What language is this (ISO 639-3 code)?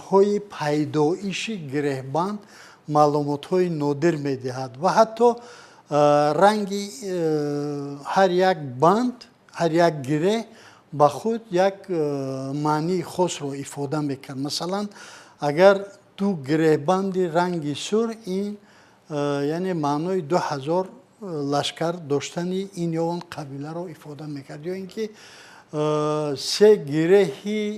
tgk